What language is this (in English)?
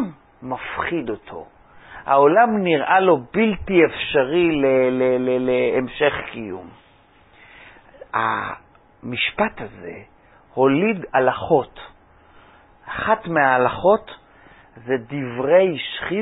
Hebrew